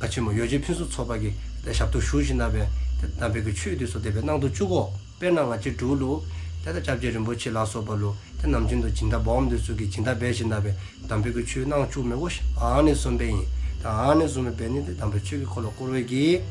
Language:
Dzongkha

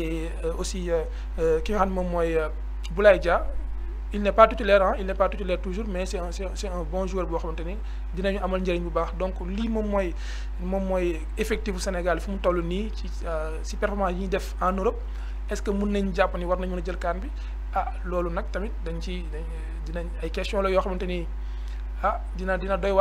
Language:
Wolof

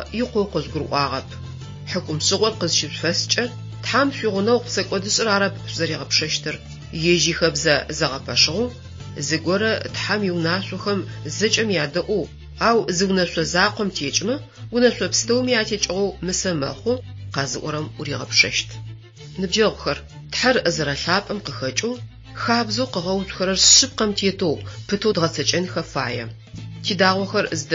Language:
Adyghe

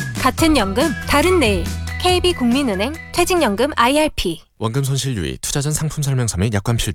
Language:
Korean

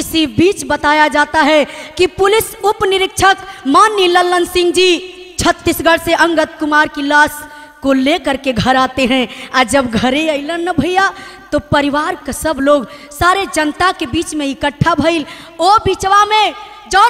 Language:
Bhojpuri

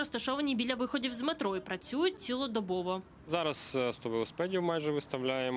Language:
Ukrainian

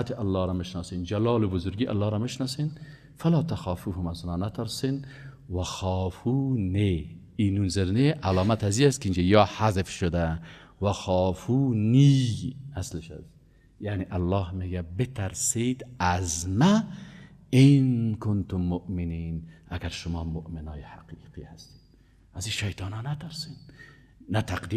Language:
Persian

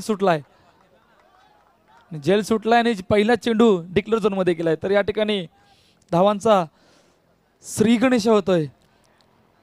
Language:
Marathi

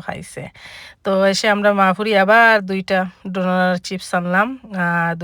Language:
Sylheti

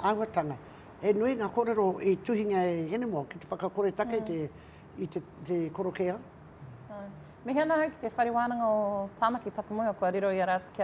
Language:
Māori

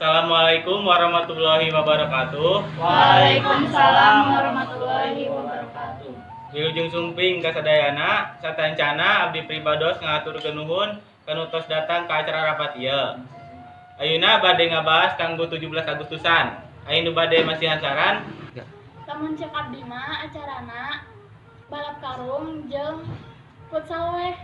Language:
Sundanese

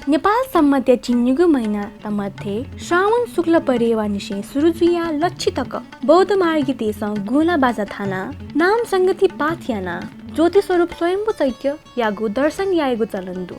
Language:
Newari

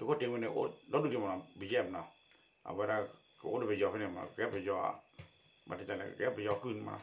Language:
S'gaw Karen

